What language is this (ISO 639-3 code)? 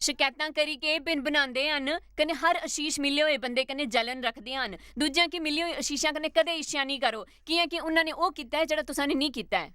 doi